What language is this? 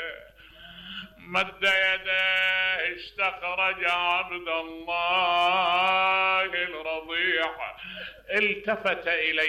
Mesopotamian Arabic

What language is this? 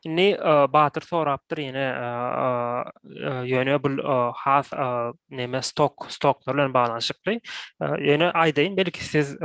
Turkmen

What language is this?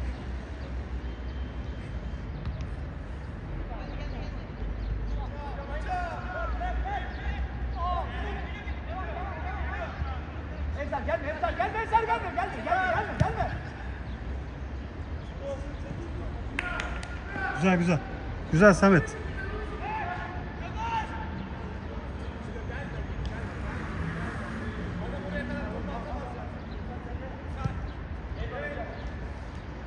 Turkish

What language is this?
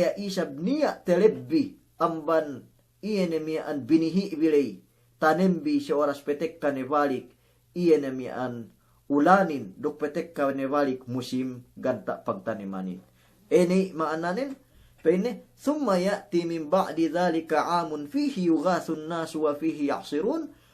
Yakan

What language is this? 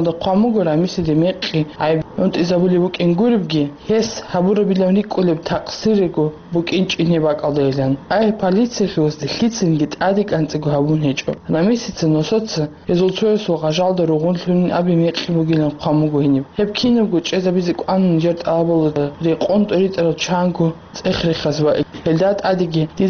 Avaric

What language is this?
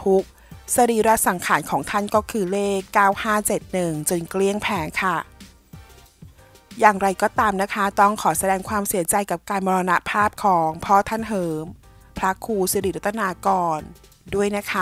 Thai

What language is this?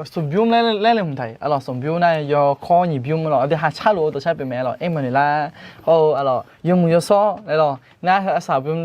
Akha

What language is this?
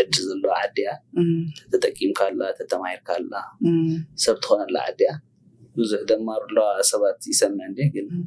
Tigrinya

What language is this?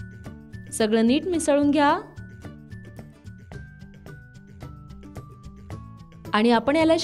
Marathi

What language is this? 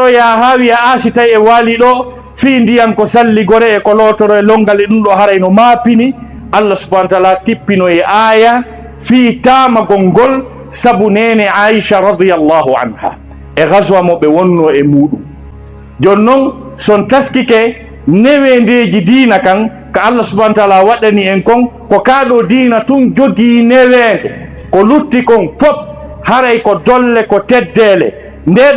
Fula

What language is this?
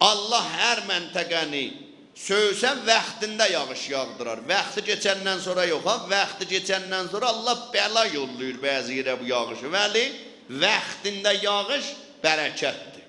South Azerbaijani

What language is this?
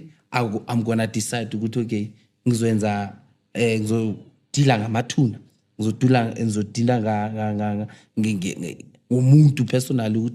Zulu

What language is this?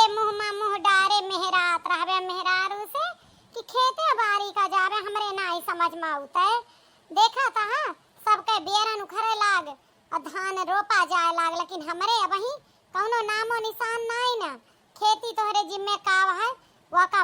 Awadhi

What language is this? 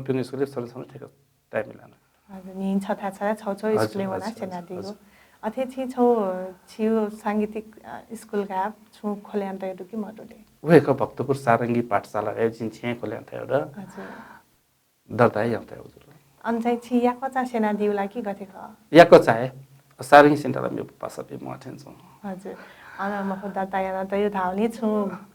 Newari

